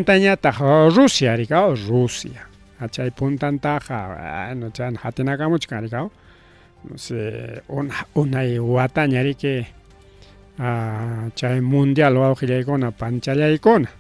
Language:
Ayacucho Quechua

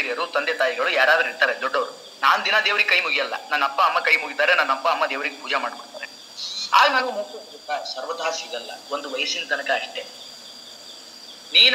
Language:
Kannada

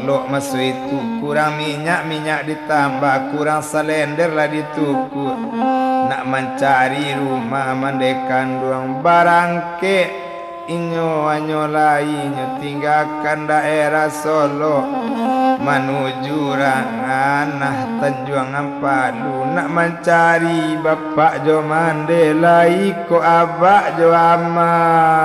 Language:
Minangkabau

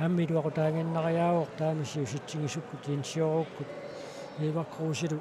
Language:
Kalaallisut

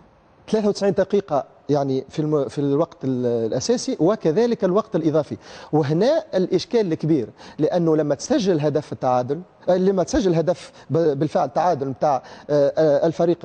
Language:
Tunisian Arabic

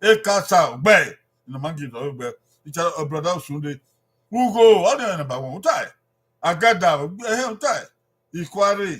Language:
Bini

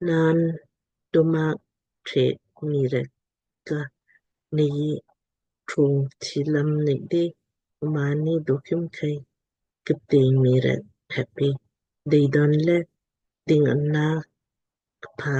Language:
Lamkang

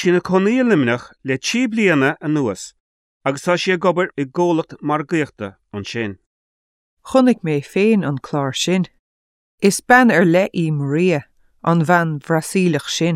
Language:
Irish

